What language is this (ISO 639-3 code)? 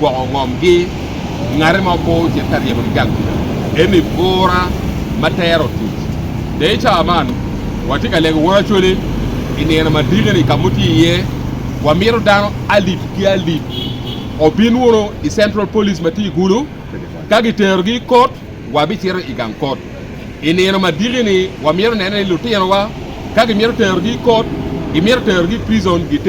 ach